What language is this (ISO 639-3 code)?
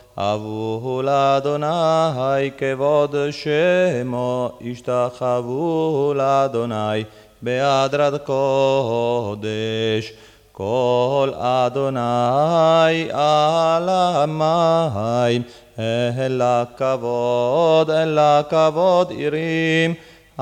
heb